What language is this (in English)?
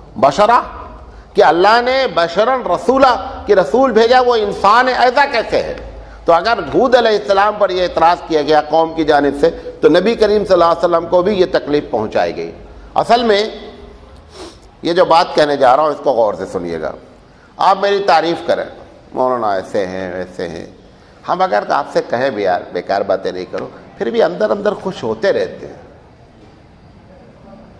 Urdu